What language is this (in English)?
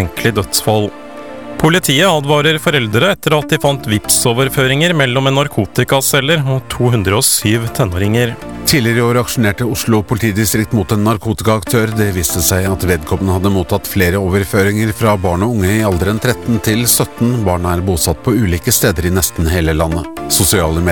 Norwegian